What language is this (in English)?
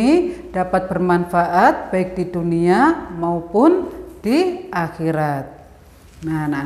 Indonesian